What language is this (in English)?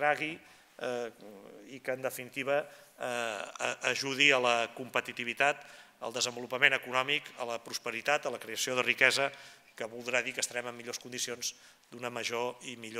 Catalan